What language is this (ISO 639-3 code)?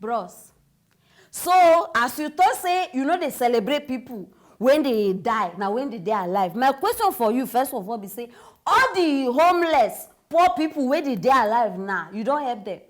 pcm